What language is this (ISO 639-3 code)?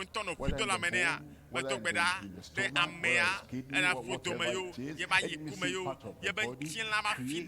ewe